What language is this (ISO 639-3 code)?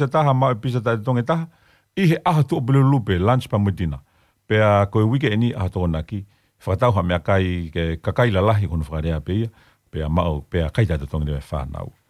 ton